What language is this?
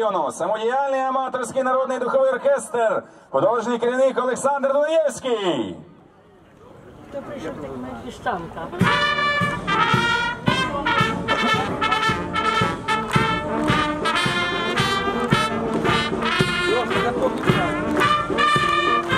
Ukrainian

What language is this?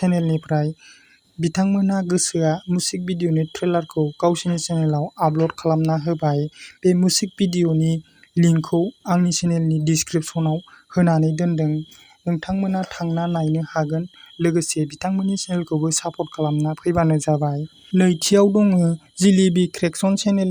Bodo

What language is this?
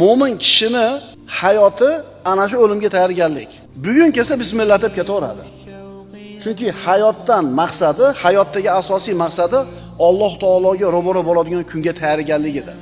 Uzbek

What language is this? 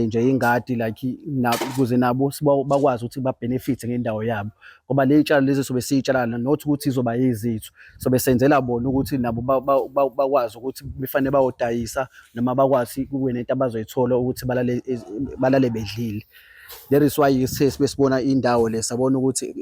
Zulu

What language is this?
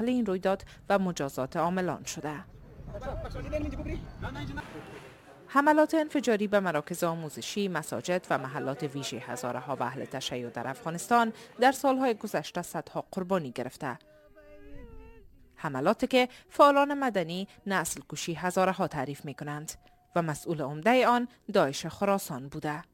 Persian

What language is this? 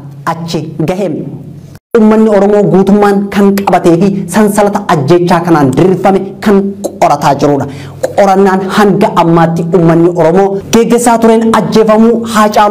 Oromo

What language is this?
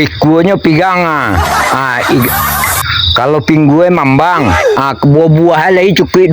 Minangkabau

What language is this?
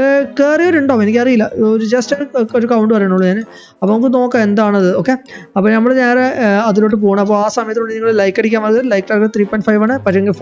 Malayalam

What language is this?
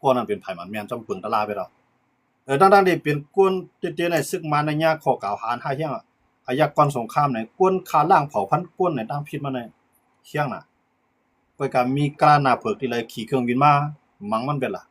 Shan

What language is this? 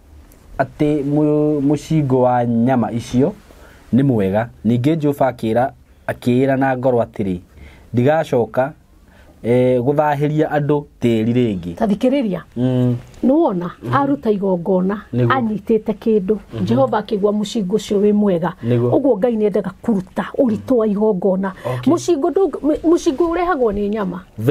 Kikuyu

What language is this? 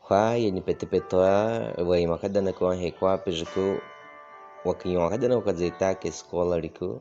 Baniwa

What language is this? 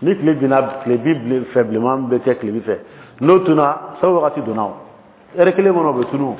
Dyula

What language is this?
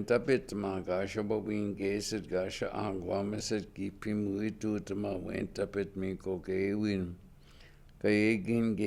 Chippewa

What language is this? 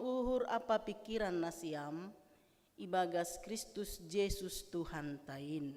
Batak Simalungun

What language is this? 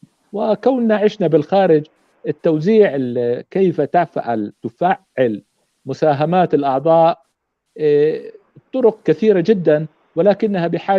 North Levantine Arabic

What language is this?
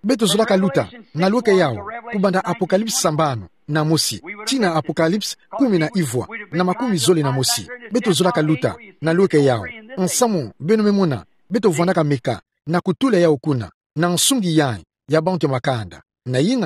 Kituba (Democratic Republic of Congo)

